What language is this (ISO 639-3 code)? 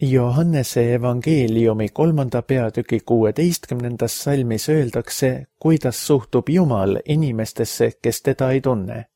est